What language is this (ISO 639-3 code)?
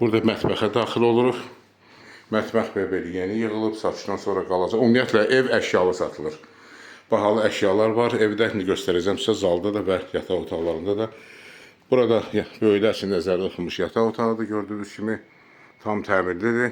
aze